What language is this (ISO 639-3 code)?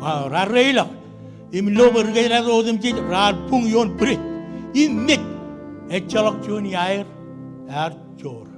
mah